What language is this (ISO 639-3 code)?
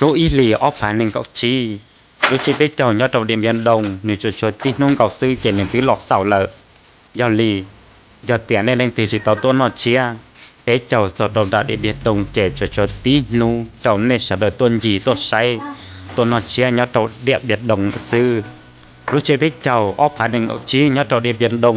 hmn